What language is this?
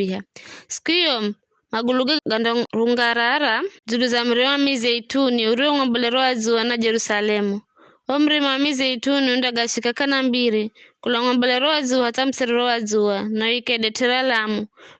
Giryama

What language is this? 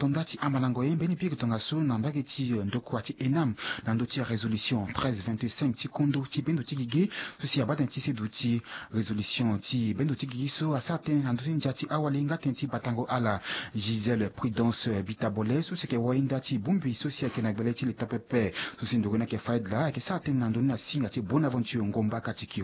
Sango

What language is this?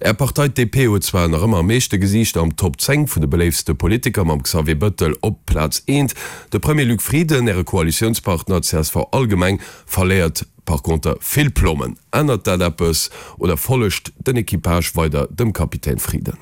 Luxembourgish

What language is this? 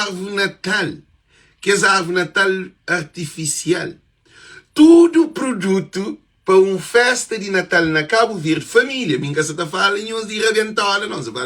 Kabuverdianu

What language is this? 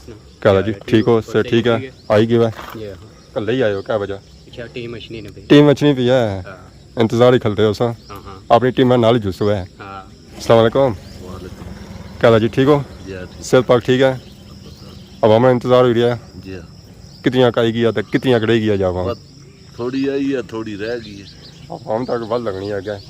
Pahari-Potwari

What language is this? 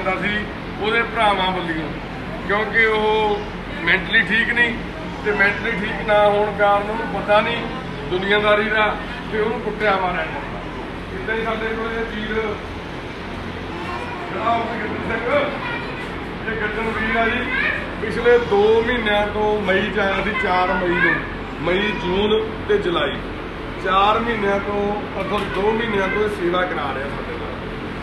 Punjabi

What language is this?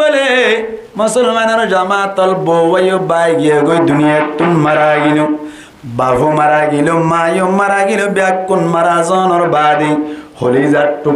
Rohingya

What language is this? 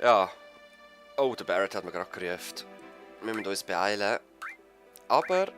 Swiss German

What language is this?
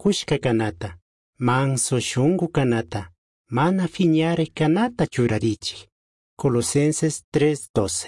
Chimborazo Highland Quichua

